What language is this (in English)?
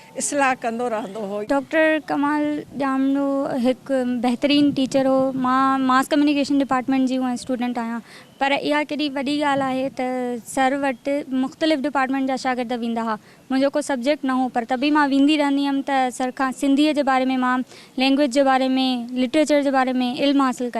Sindhi